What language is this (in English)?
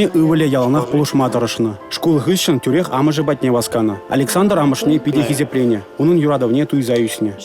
Chuvash